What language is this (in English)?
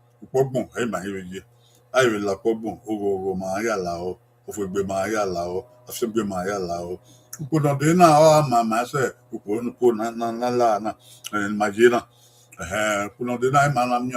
Bini